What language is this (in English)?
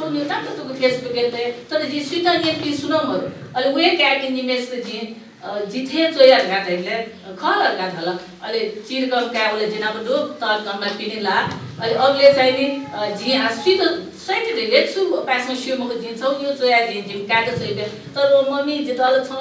Newari